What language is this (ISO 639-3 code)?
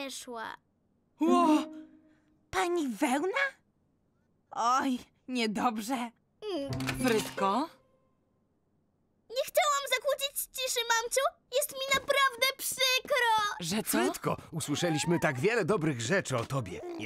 pol